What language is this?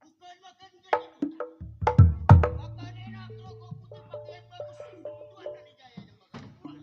Betawi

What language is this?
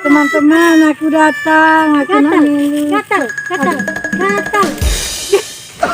Musi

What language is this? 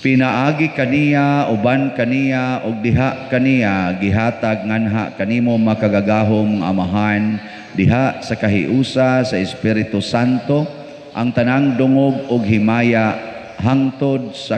Cebuano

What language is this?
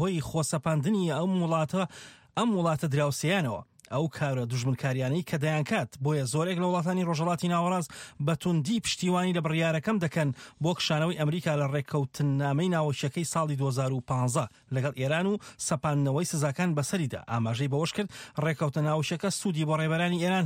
Central Kurdish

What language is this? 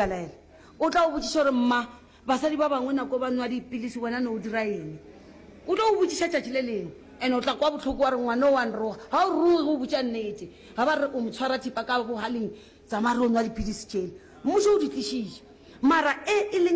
Northern Sotho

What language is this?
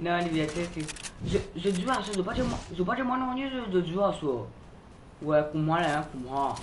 Morisyen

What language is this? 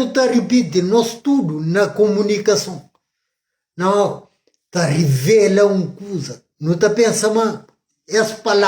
Kabuverdianu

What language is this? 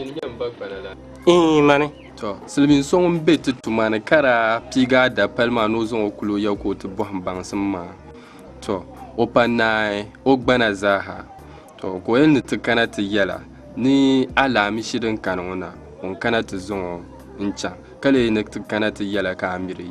Dagbani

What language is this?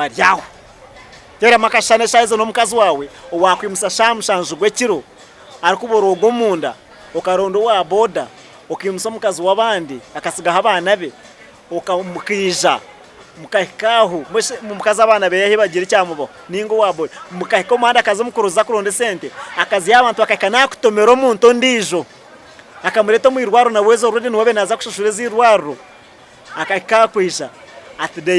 Nyankole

